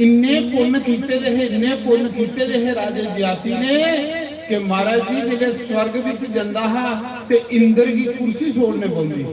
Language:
Dogri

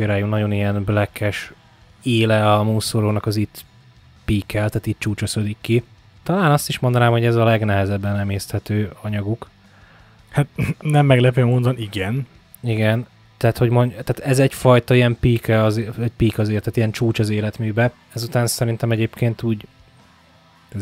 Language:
Hungarian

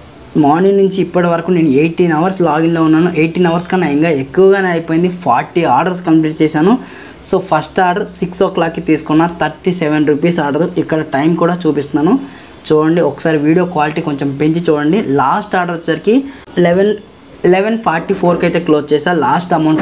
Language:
Telugu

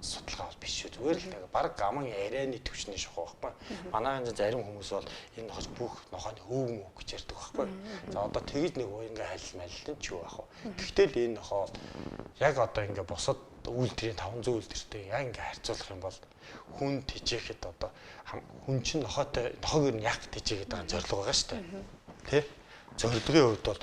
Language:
Mongolian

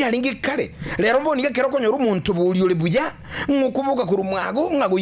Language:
Gusii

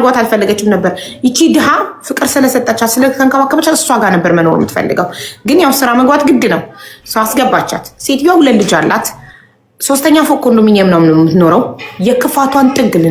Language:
Amharic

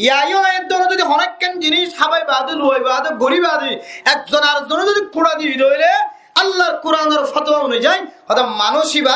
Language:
Rohingya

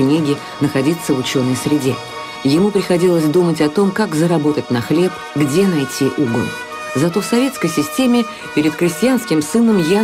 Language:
Russian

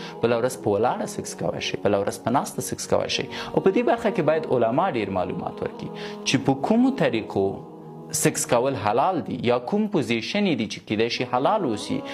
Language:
Pashto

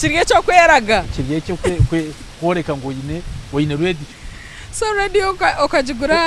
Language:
Nyankole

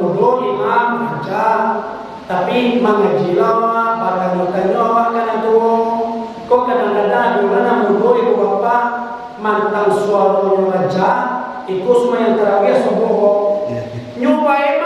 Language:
Minangkabau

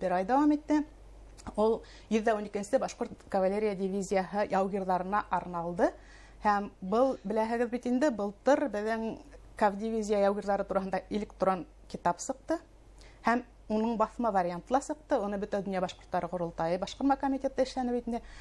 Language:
Bashkir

